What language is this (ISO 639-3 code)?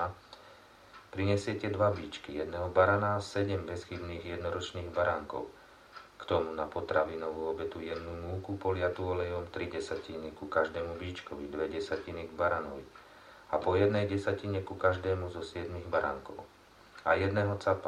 slk